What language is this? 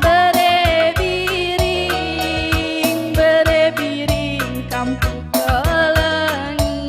Batak Karo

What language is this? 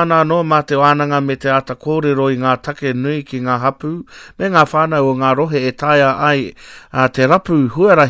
Māori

